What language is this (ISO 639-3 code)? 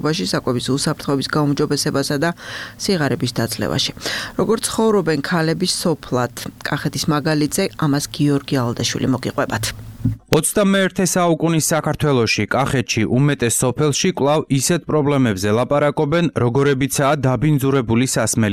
kat